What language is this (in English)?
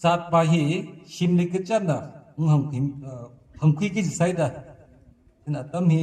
Tangkhul Naga (India)